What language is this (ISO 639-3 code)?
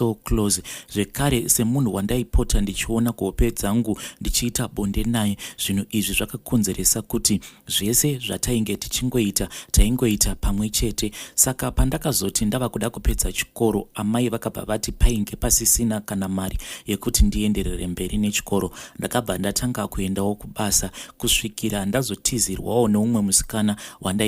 sna